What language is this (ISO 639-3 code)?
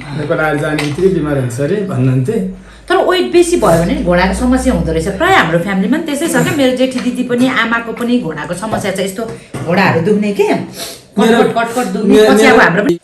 nep